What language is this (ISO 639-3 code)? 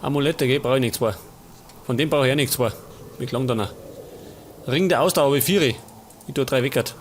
bar